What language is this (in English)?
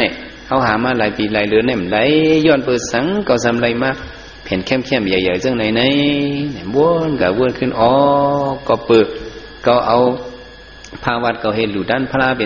Shan